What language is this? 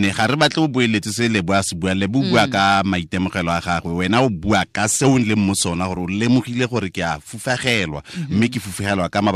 Tswana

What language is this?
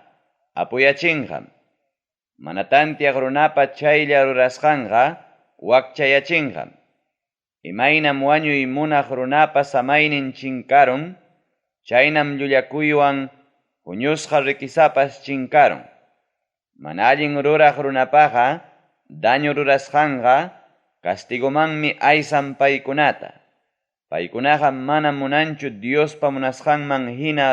Ayacucho Quechua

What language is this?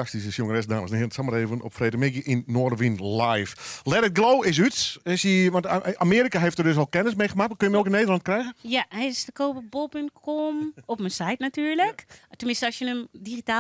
Western Frisian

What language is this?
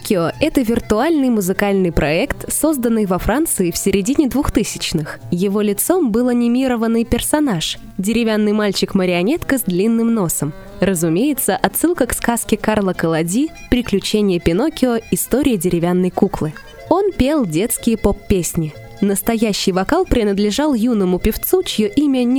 Russian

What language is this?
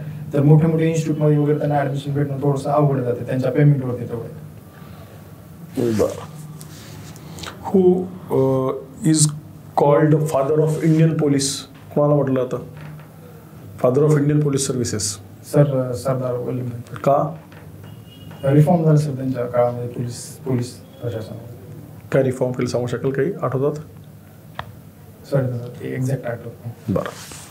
Marathi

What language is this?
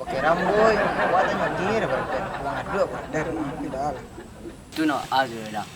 Minangkabau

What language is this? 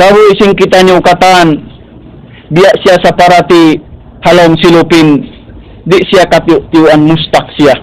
Tausug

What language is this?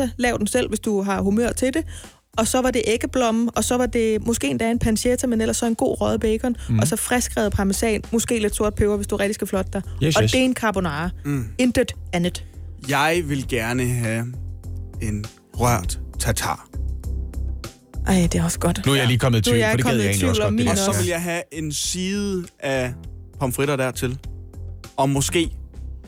Danish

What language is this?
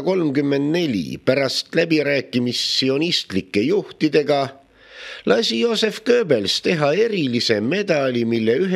Estonian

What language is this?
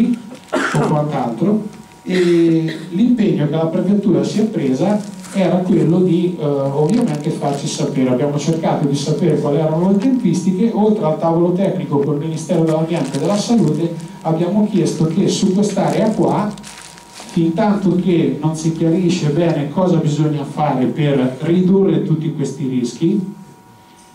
Italian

